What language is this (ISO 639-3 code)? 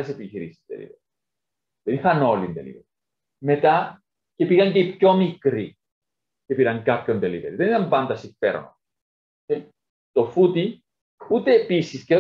ell